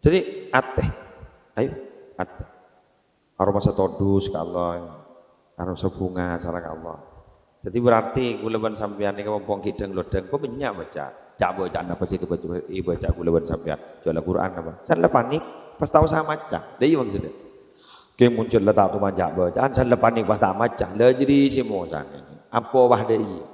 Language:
Madurese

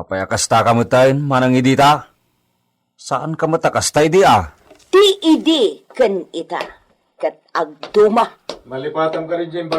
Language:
Iloko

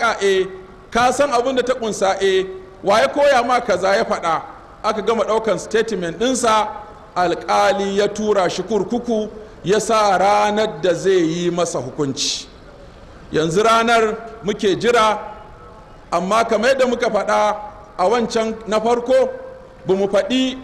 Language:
Hausa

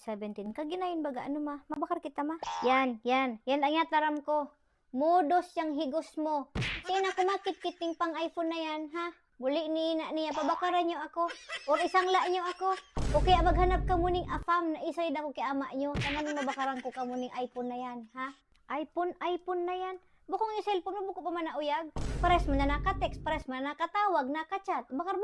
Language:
Bikol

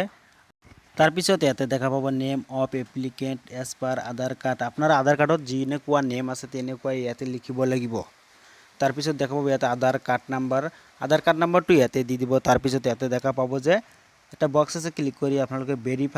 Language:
Assamese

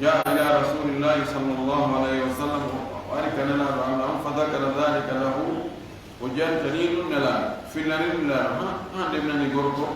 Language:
Fula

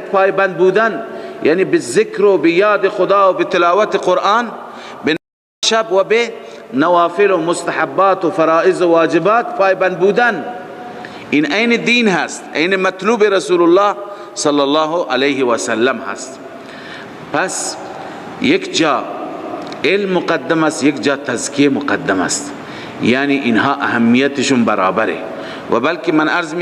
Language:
Persian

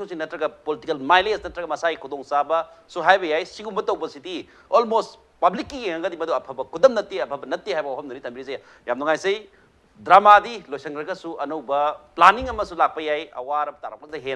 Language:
Manipuri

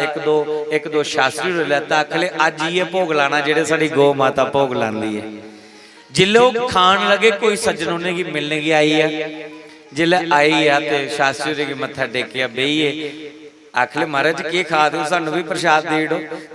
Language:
Dogri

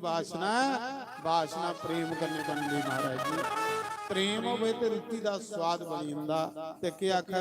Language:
Dogri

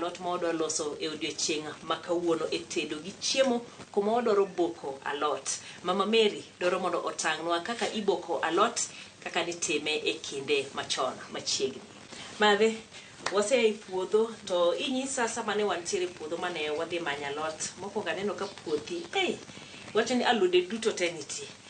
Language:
Luo (Kenya and Tanzania)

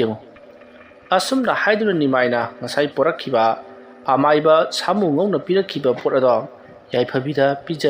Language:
Manipuri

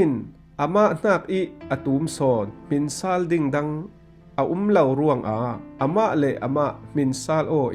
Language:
Falam Chin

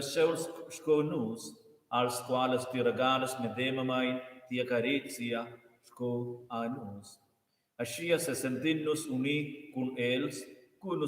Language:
Romansh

